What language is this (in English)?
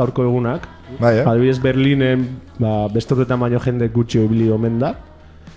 Basque